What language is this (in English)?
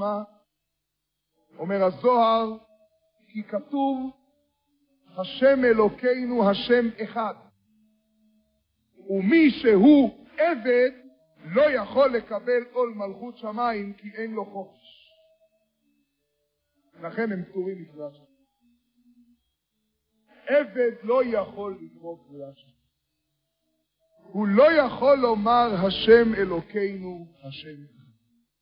Hebrew